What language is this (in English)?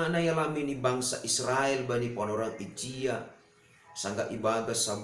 Batak Simalungun